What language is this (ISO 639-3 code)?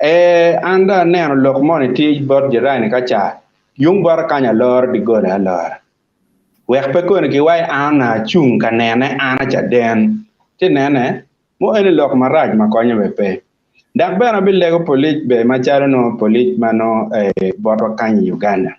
ach